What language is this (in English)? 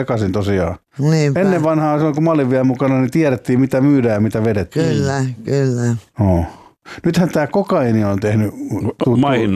Finnish